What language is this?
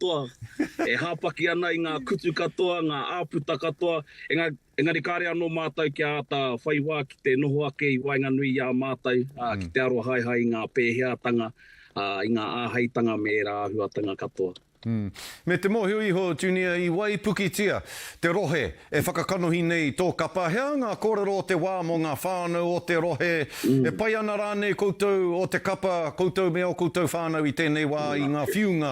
Māori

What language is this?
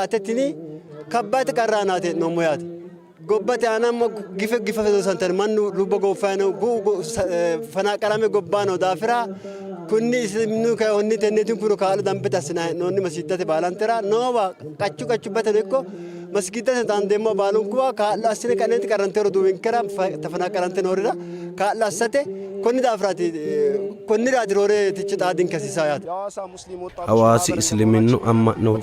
Sidamo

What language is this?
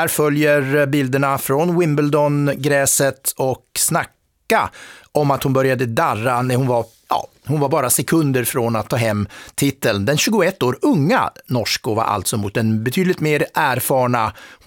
Swedish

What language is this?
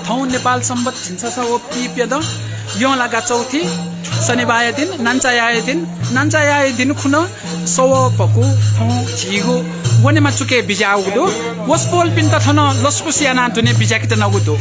Newari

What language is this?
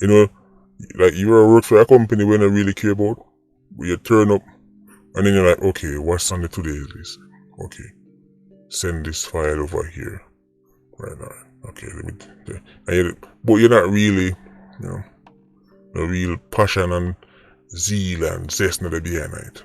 Jamaican Creole English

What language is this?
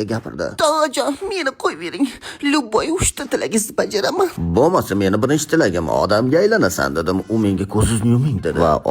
Uzbek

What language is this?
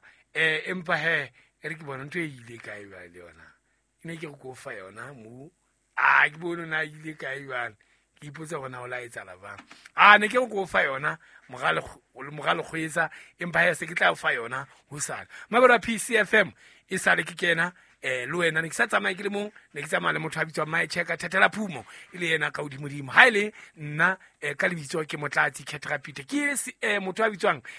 Southern Sotho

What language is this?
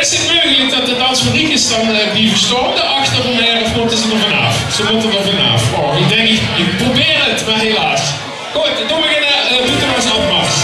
Limburgish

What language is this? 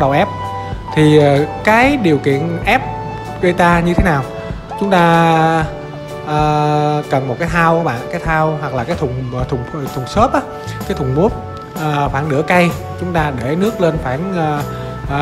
Vietnamese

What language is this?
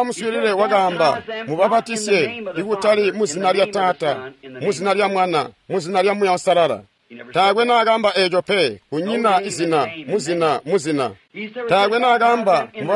Tonga (Zambia)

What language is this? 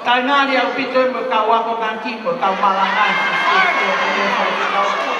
Tongan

